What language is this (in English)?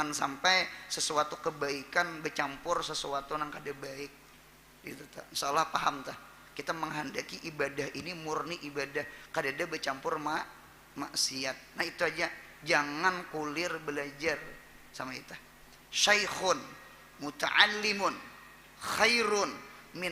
Banjar